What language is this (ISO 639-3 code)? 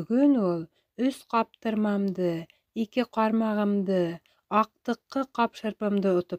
bak